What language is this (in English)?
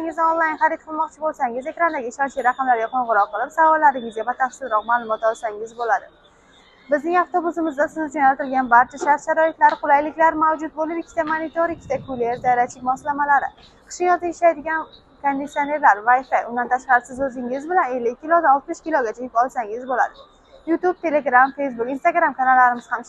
Uzbek